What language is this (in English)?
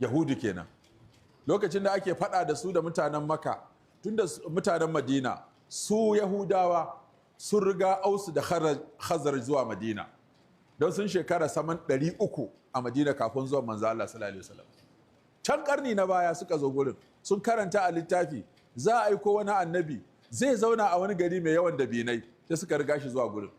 Hausa